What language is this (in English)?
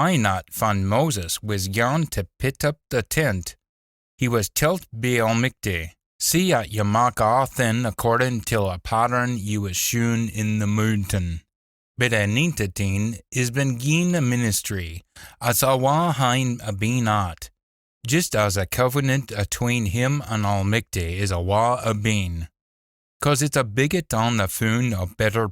Scots